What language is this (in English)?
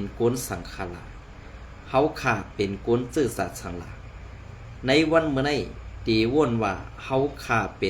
Shan